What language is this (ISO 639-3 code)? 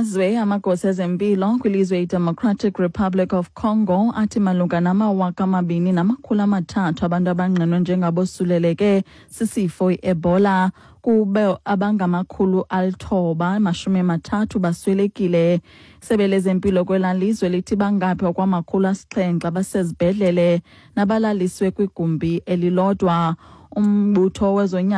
xho